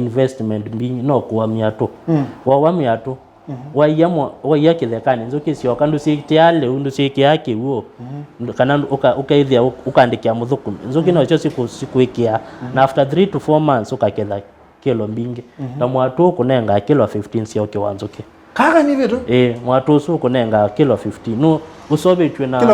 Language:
Kamba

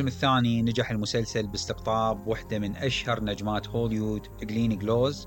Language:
Mesopotamian Arabic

